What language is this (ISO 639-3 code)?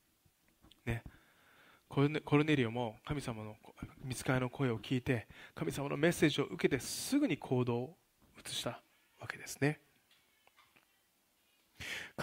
jpn